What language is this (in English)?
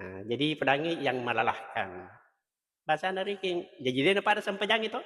Buginese